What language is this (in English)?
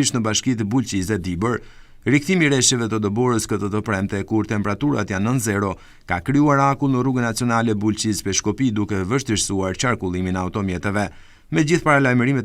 Albanian